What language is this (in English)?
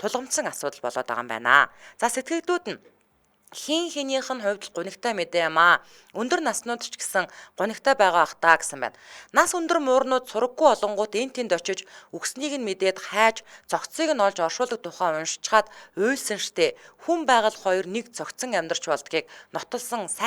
Mongolian